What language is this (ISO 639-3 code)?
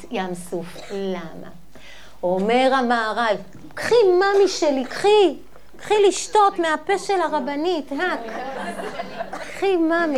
heb